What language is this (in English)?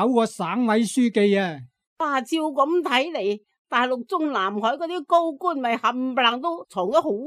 Cantonese